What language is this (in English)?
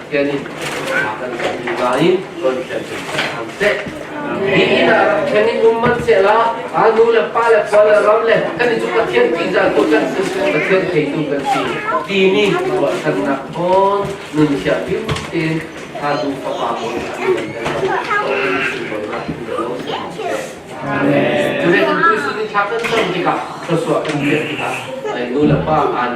Falam Chin